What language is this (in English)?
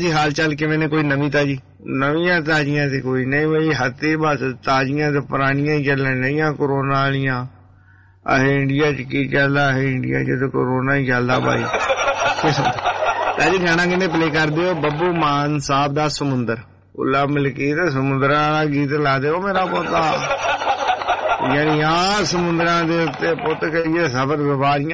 Punjabi